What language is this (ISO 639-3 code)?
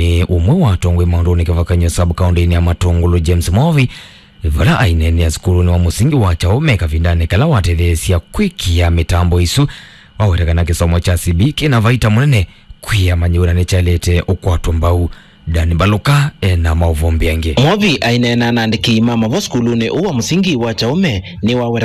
kam